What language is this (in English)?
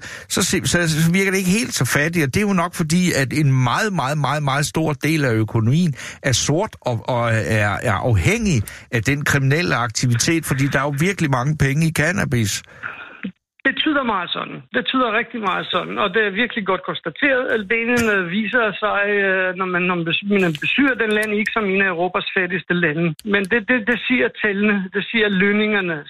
Danish